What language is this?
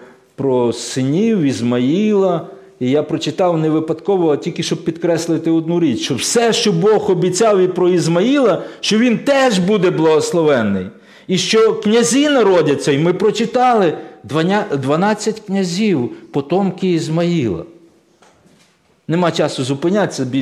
Ukrainian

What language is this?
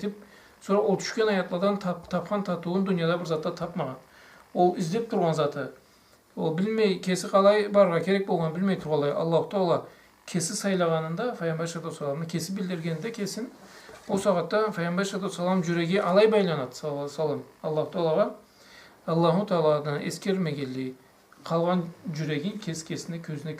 Karachay-Balkar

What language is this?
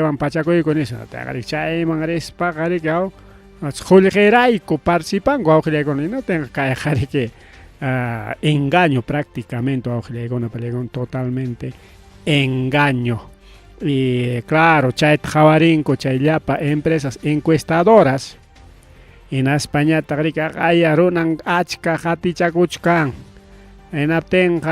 Ayacucho Quechua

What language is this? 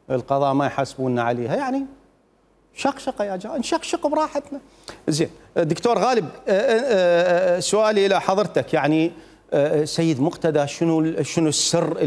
Mesopotamian Arabic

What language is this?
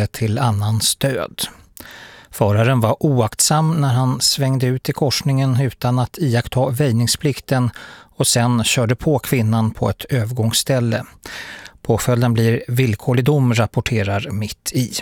Swedish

